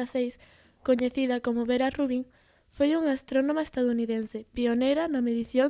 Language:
Galician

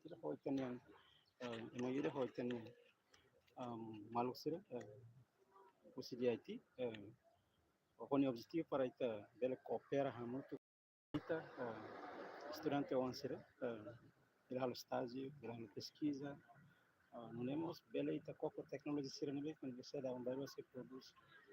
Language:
Tetum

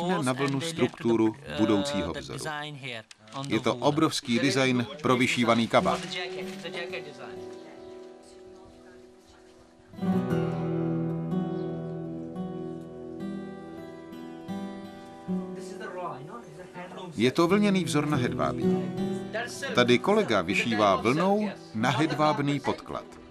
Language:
Czech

